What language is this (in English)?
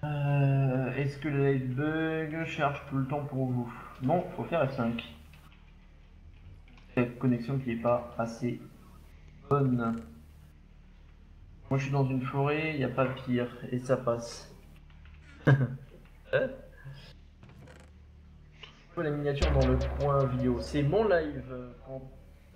French